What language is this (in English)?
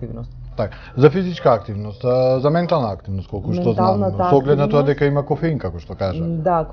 Macedonian